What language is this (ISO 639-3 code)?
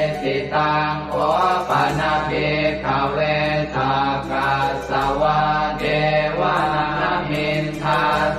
pli